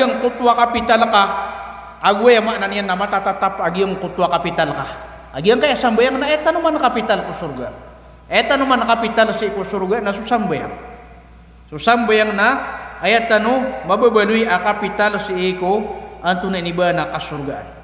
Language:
Maranao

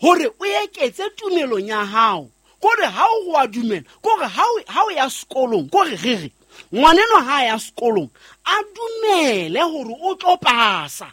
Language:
Southern Sotho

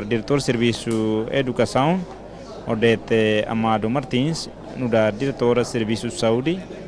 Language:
Tetum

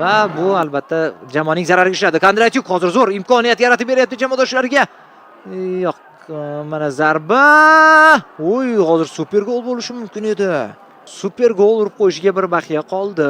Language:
Uzbek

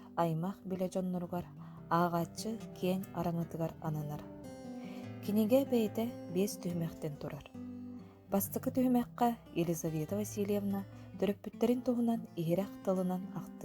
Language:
Yakut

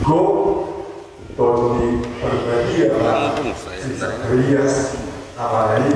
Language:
Batak Toba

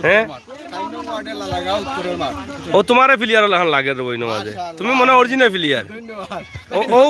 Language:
Sylheti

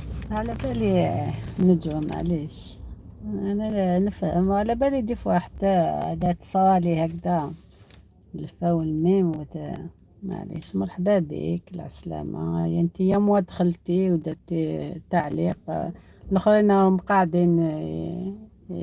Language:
Algerian Arabic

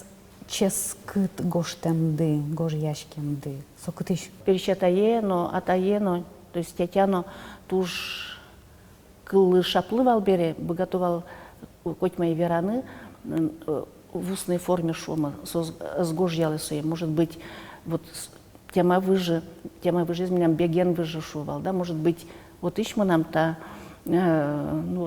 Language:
Udmurt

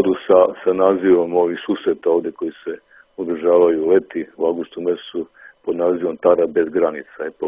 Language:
Serbian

